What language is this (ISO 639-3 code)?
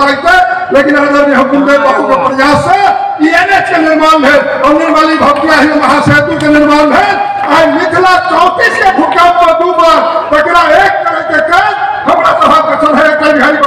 mai